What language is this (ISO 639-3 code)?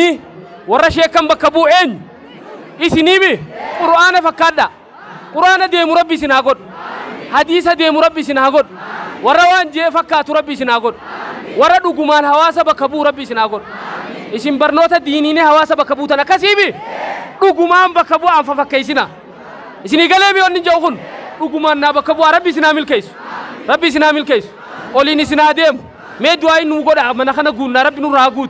orm